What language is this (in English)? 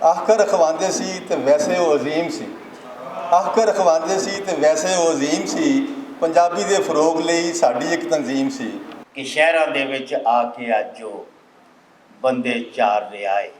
Western Panjabi